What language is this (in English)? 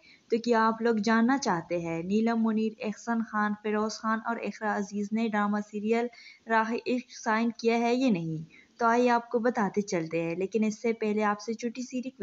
Urdu